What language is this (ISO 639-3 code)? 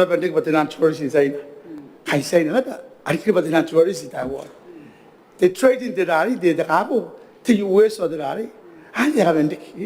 gil